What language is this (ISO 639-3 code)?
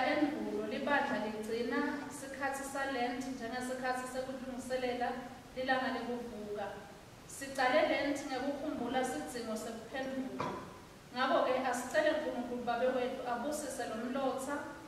ssw